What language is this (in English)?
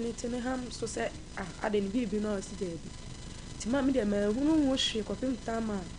Akan